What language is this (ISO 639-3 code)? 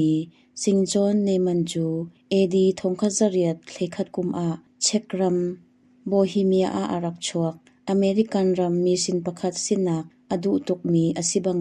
cnh